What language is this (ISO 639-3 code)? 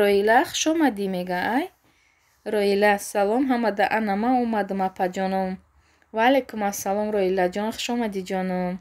tgk